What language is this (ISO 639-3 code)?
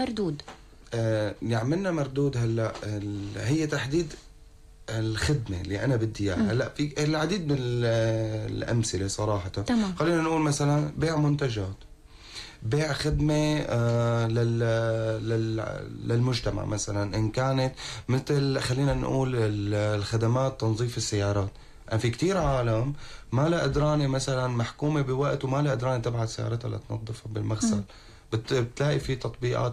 apc